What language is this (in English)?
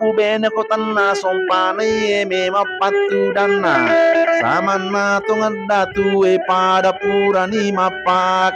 Buginese